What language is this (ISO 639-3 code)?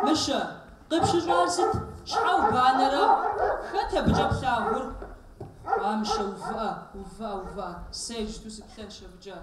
kbd